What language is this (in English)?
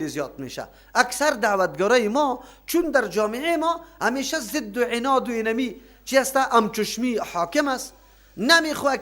Persian